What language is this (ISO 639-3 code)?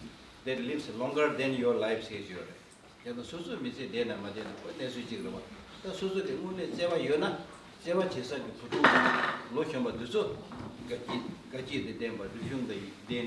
bod